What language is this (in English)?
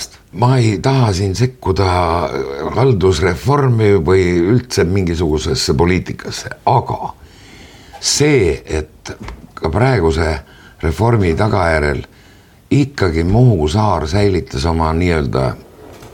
Estonian